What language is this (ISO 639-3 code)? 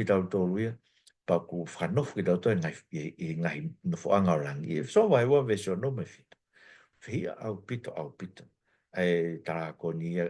ton